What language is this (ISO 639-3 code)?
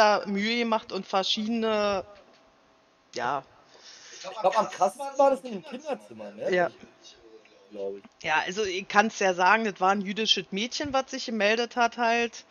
deu